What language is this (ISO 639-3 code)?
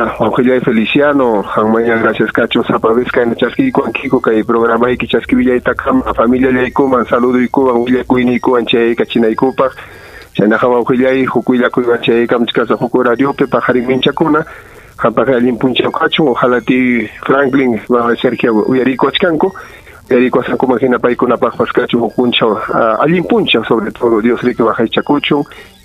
quy